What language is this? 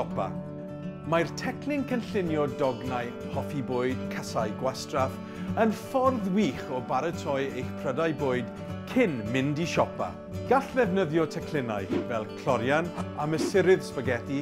Welsh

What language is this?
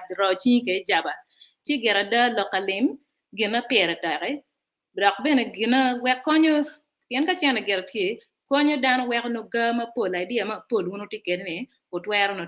Acoli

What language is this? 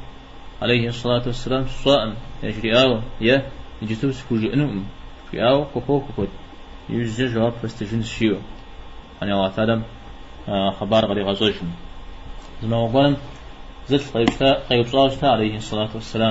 Kabardian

